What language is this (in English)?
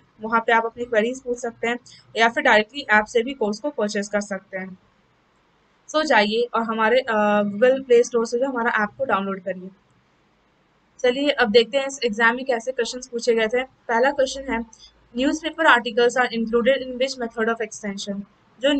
Hindi